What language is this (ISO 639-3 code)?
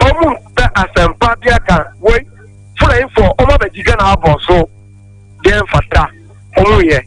aka